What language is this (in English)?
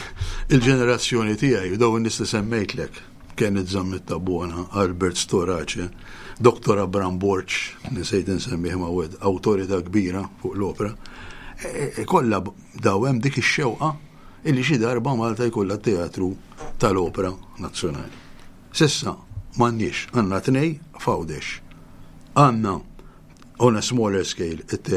Maltese